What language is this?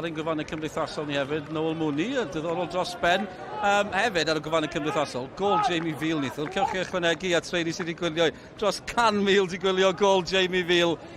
Welsh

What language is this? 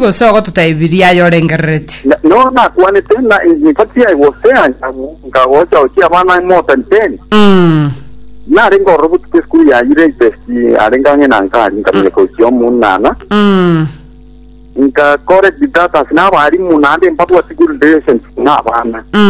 Gusii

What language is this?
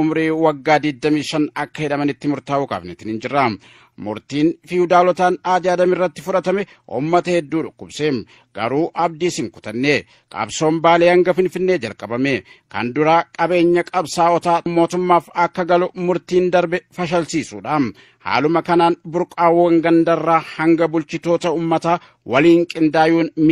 Oromo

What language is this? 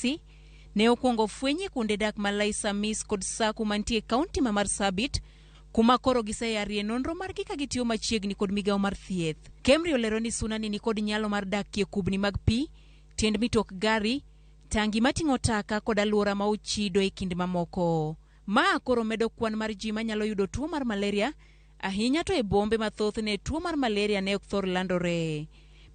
Luo (Kenya and Tanzania)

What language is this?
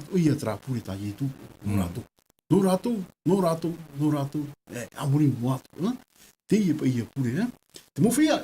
Tahitian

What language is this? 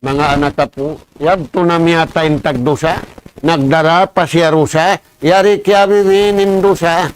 Tausug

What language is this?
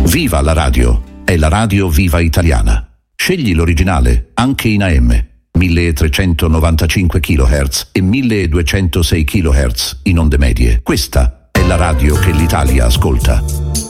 Italian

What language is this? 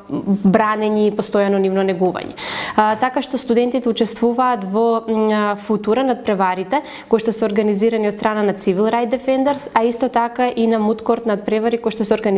Macedonian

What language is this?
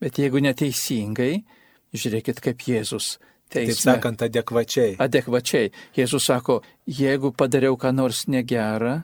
Lithuanian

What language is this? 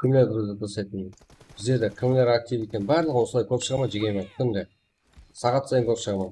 Kara-Kalpak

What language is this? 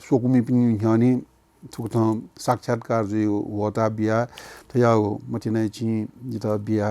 Newari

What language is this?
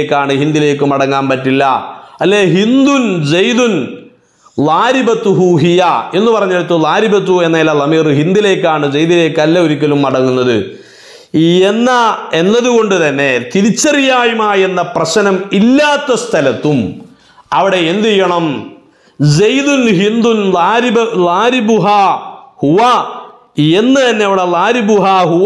Malayalam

